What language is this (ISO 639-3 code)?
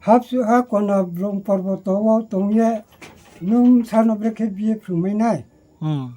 ria